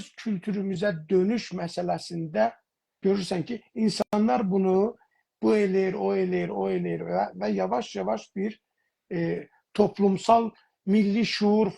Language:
South Azerbaijani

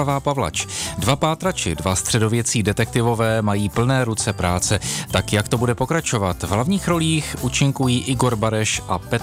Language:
Czech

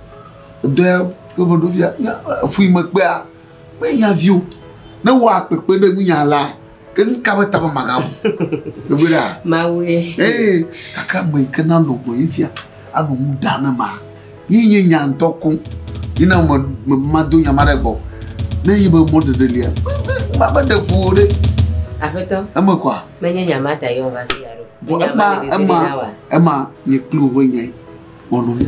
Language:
Ewe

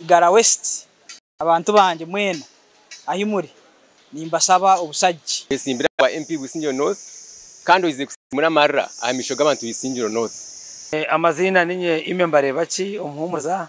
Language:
Nyankole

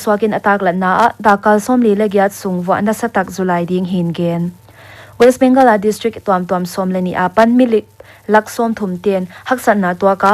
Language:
Paite Chin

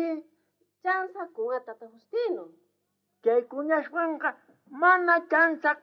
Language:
South Bolivian Quechua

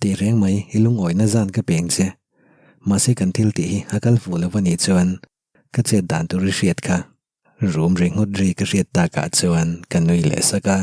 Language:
Mizo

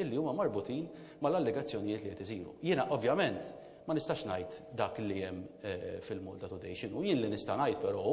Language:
Maltese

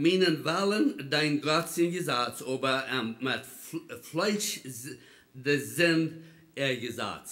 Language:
Plautdietsch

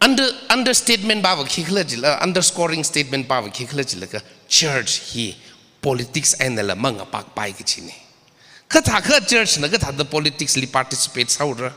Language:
Tangkhul Naga (India)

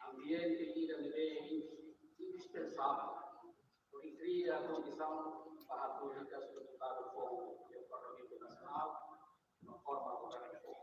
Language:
Tetum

